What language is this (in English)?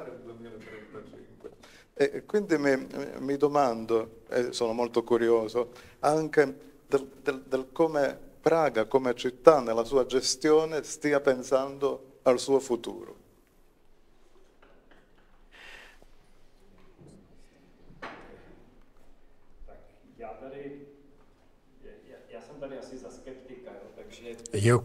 Italian